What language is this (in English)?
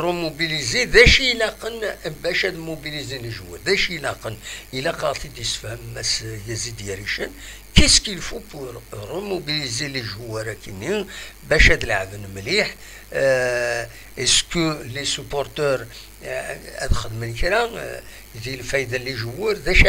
Kabyle